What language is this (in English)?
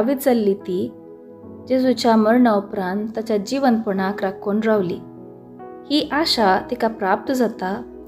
Konkani